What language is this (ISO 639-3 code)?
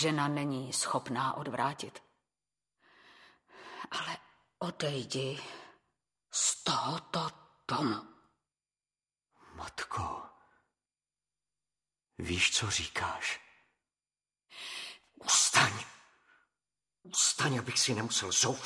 ces